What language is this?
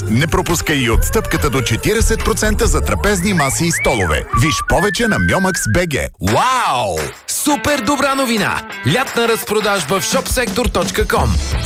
Bulgarian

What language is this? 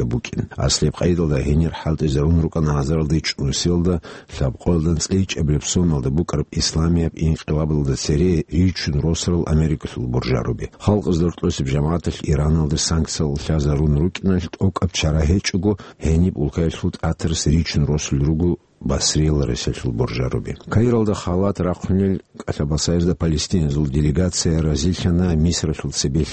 Avaric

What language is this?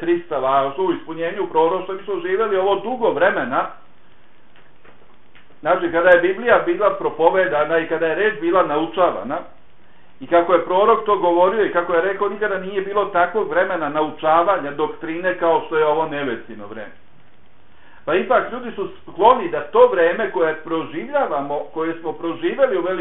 Bosnian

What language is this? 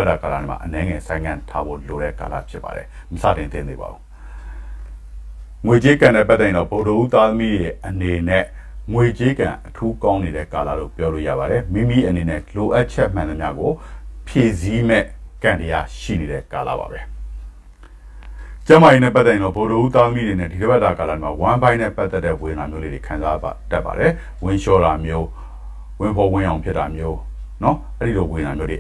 Burmese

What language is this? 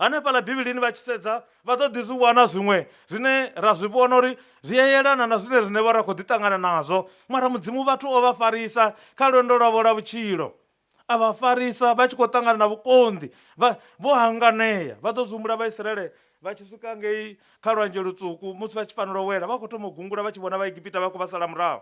Venda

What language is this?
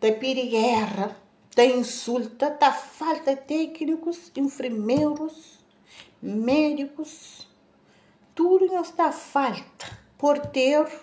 Kabuverdianu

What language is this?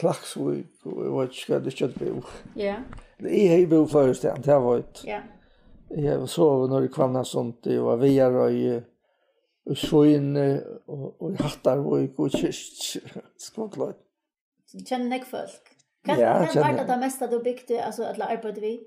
Faroese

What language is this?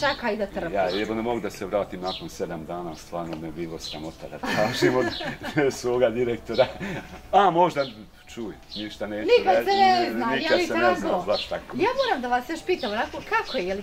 Bosnian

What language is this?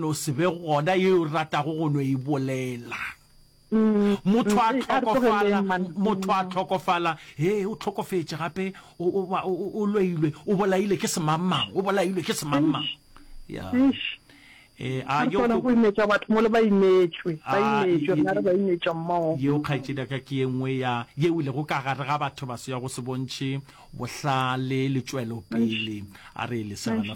Northern Sotho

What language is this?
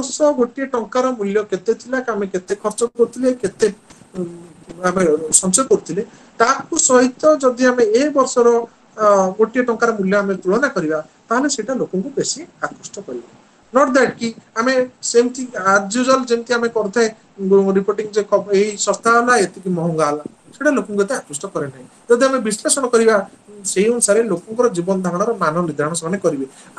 Odia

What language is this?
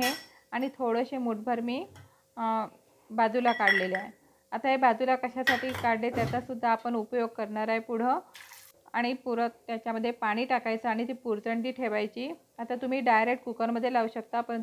Marathi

